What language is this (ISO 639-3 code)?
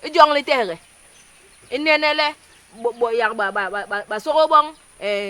bas